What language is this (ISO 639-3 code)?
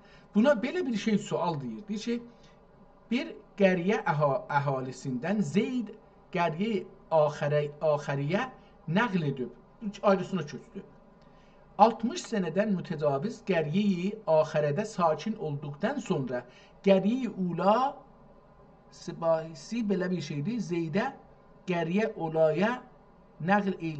azb